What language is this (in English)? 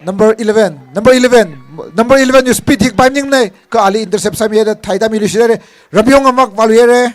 Tangkhul Naga (India)